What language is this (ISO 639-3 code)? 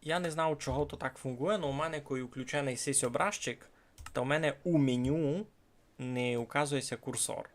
rue